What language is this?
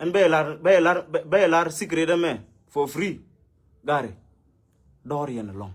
Nuer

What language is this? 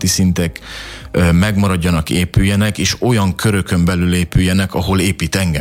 Hungarian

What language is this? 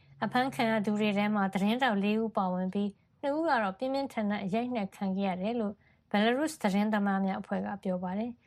Burmese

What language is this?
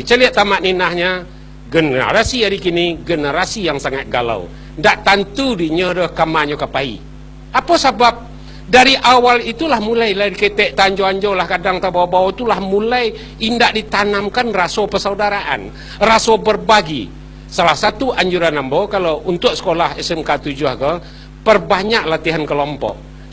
Minangkabau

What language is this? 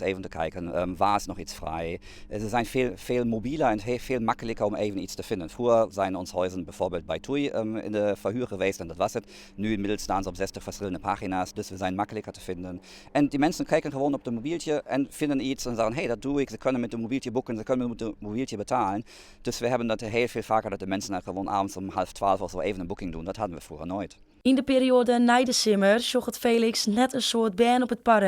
Western Frisian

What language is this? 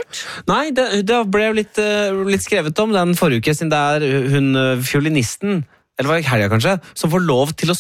Norwegian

